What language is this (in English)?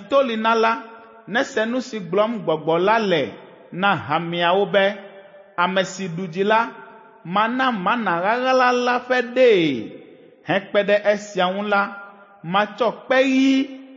Ewe